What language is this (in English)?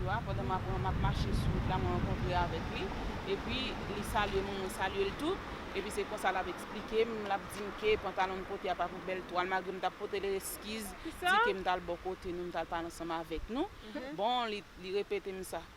Haitian Creole